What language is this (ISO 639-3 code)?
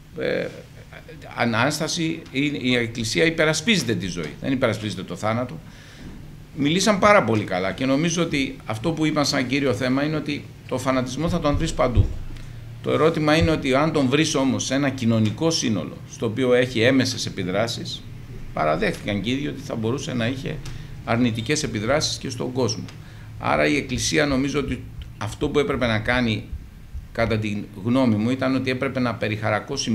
ell